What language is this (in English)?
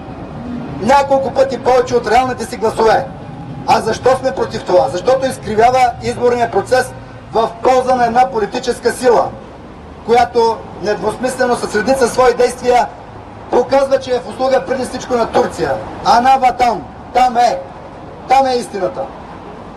Bulgarian